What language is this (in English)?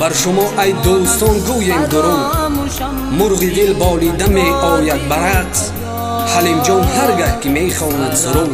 Tajik